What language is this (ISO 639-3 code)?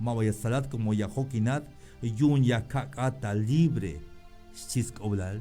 tzh